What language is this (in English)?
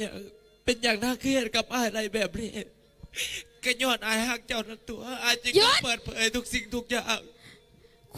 Northeastern Thai